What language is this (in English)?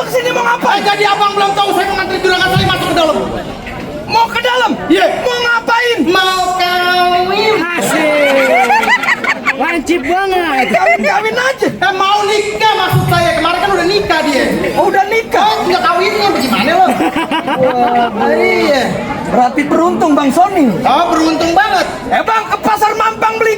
Betawi